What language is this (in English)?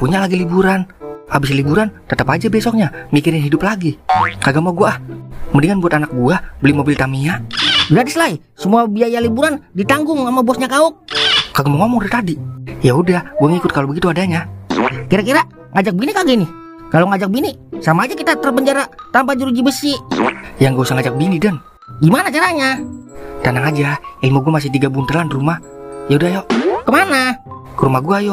Betawi